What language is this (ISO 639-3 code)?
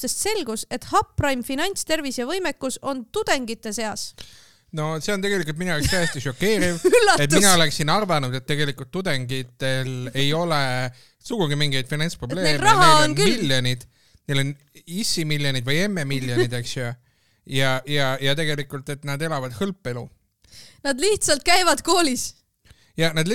est